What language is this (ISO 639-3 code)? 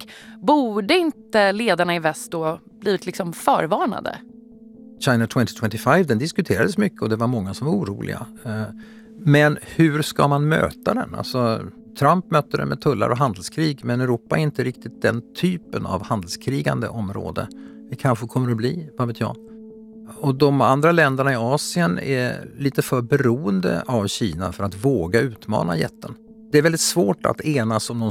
swe